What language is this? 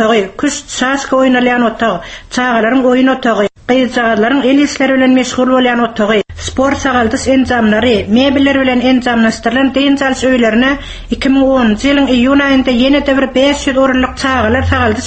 Turkmen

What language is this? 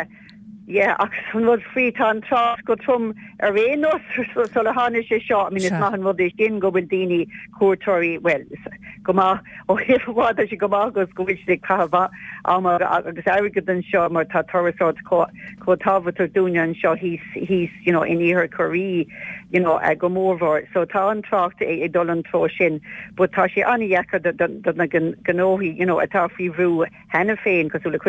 Irish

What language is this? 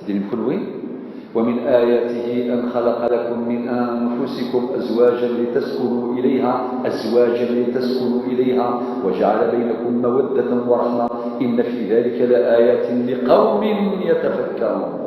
Kabyle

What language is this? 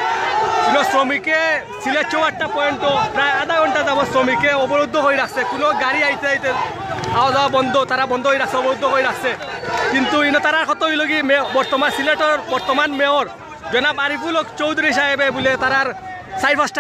Sylheti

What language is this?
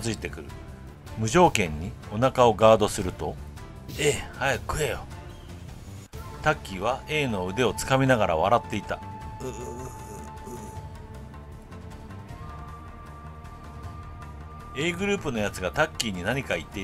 Japanese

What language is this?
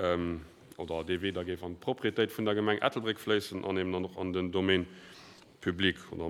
Luxembourgish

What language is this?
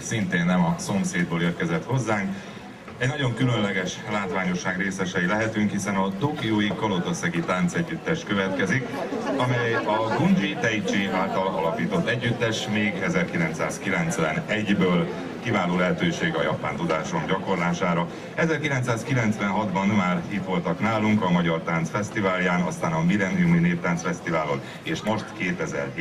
Hungarian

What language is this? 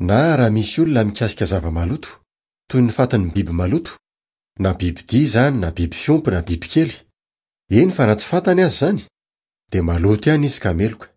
Malagasy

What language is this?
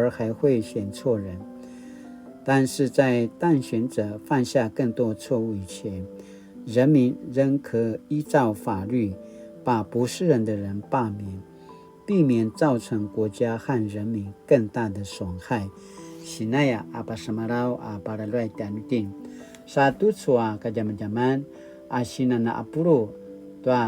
Paiwan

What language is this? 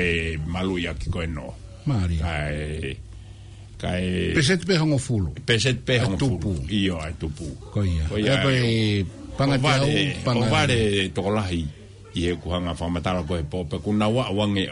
Tongan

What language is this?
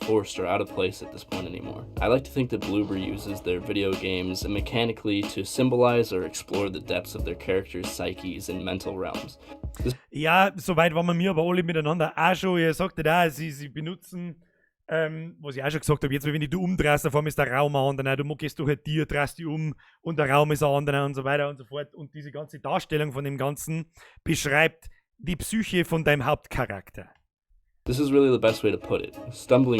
Bavarian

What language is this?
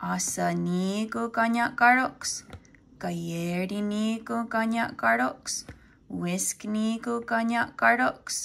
Mohawk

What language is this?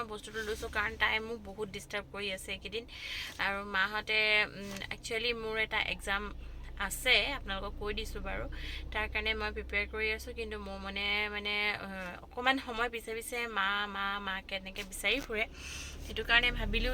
Assamese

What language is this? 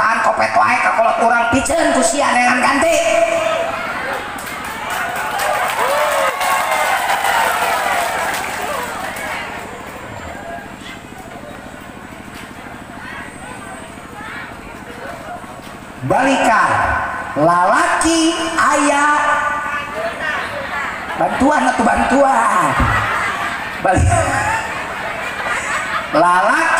Sundanese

